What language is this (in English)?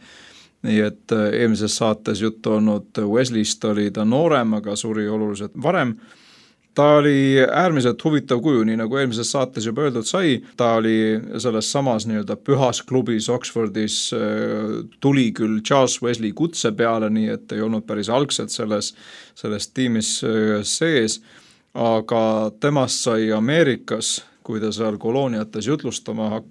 Estonian